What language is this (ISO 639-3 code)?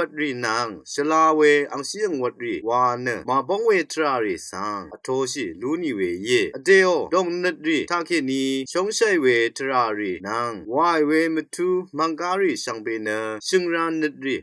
raw